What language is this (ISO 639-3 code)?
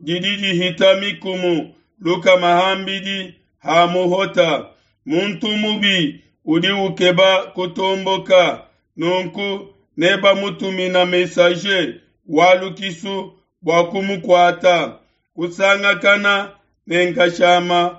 lua